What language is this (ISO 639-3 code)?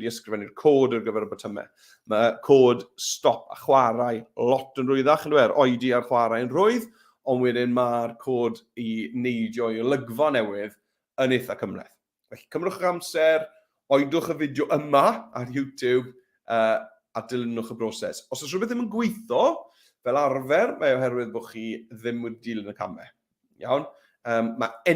cym